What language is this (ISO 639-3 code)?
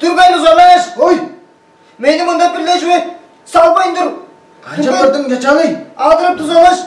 tyv